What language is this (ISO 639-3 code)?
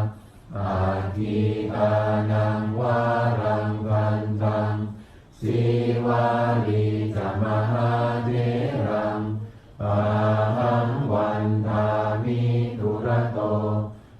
pli